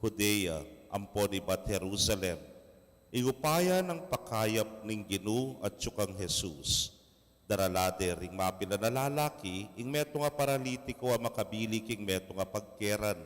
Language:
Pampanga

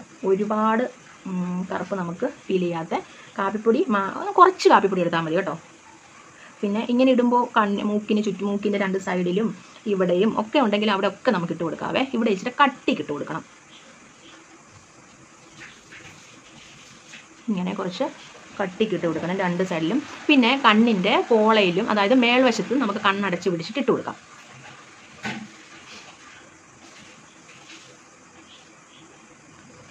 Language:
Malayalam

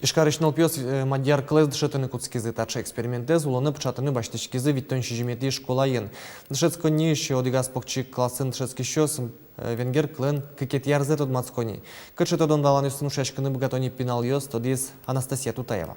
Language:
Udmurt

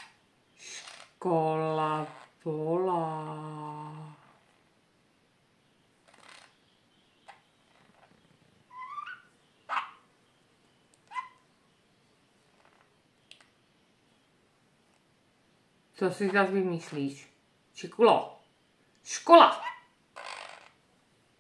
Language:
Czech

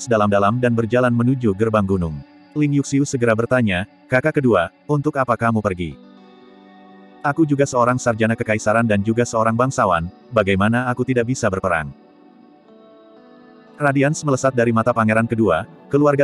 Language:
Indonesian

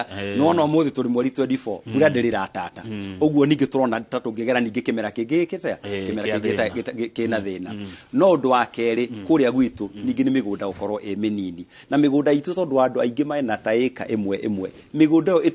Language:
Kikuyu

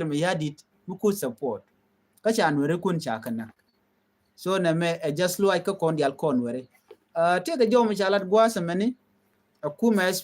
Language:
Nuer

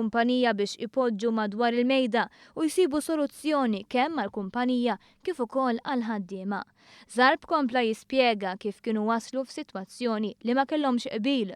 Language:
Maltese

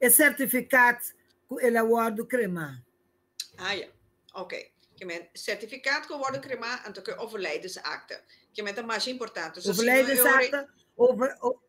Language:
Papiamento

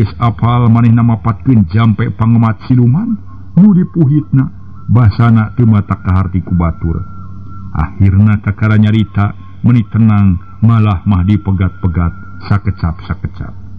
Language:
Sundanese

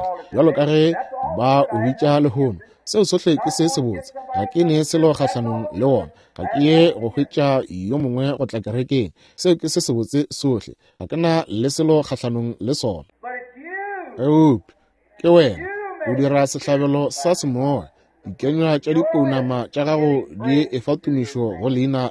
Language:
Northern Sotho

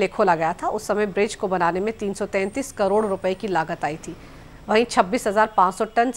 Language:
Hindi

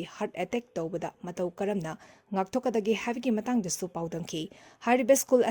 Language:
Manipuri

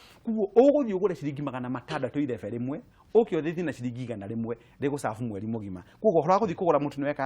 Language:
Kikuyu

